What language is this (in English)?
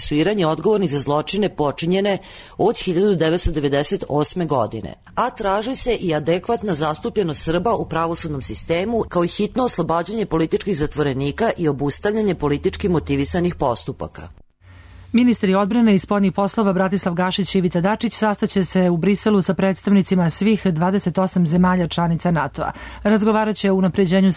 Serbian